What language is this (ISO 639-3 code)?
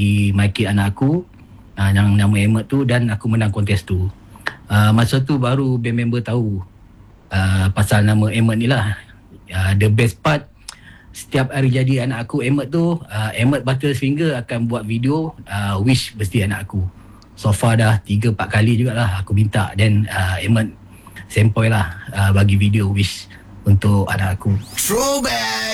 msa